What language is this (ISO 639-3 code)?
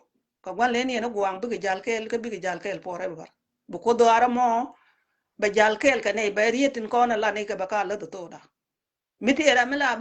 nus